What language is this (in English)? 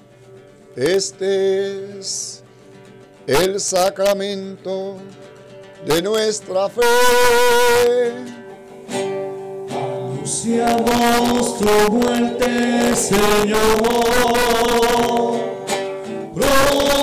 Spanish